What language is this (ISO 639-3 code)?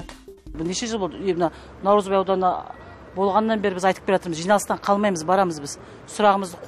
kaz